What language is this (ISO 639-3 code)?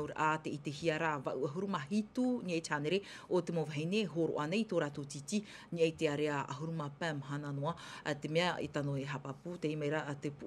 tah